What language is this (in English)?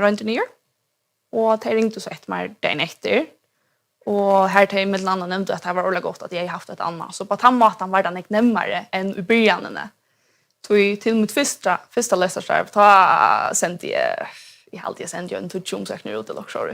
Faroese